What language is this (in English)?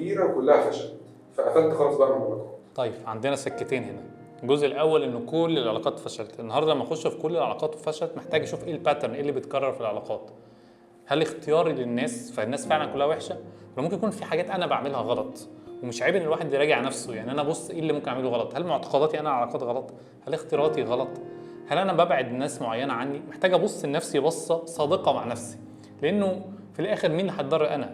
Egyptian Arabic